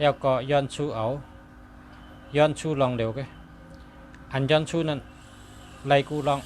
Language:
Shan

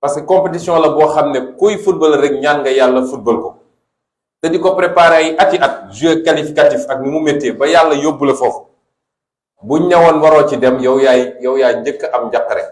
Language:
Wolof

